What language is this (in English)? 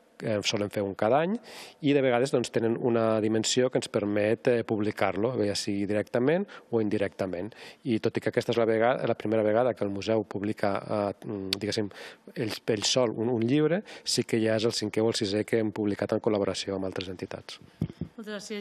Catalan